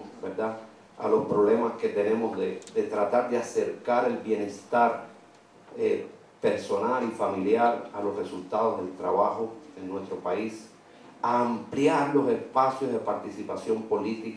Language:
Spanish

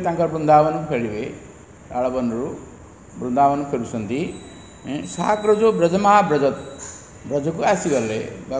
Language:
Odia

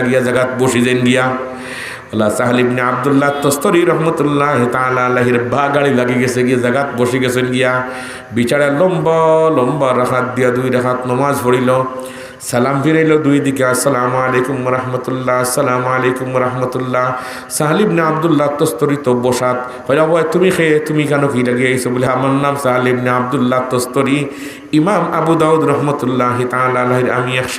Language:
Sylheti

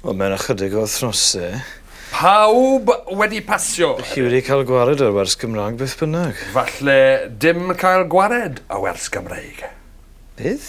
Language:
Welsh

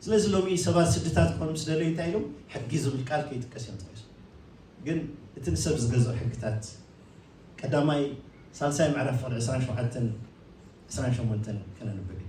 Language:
Tigrinya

